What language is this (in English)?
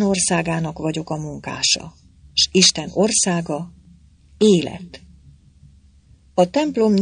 Hungarian